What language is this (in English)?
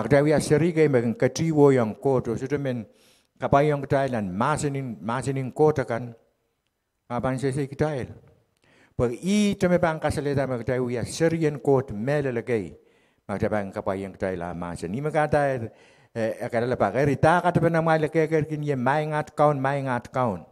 Pohnpeian